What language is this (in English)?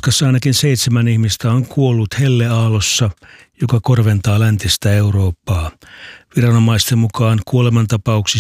Finnish